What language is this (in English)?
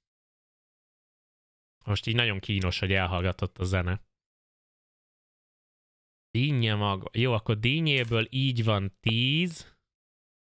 Hungarian